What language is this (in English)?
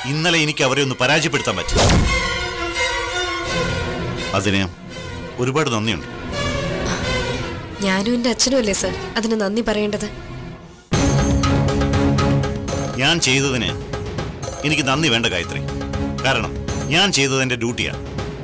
Malayalam